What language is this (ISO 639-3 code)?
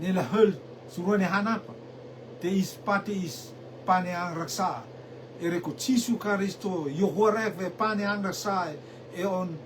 rtm